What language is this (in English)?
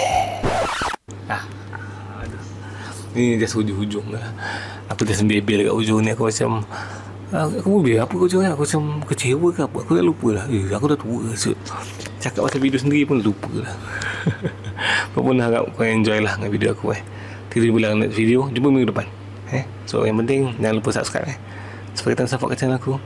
Malay